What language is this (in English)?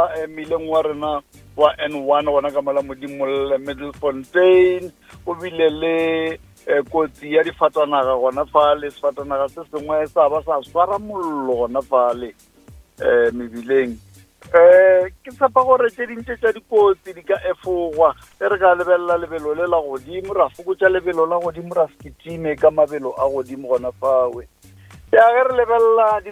Northern Sotho